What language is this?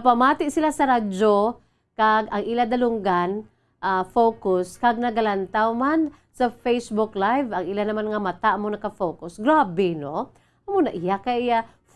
Hiligaynon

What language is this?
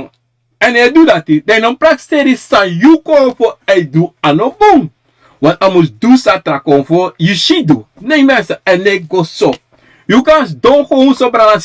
Sranan Tongo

